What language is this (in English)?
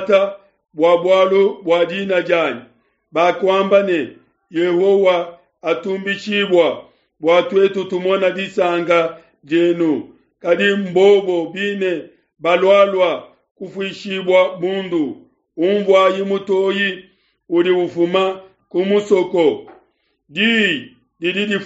Luba-Lulua